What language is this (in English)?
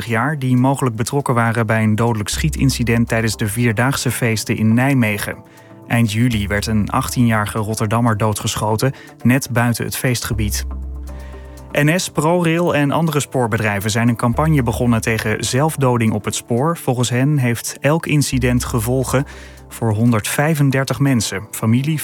Dutch